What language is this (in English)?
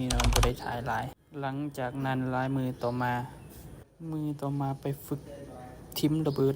Lao